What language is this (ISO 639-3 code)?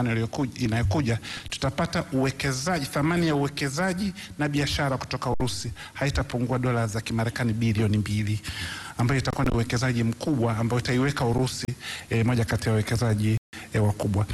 swa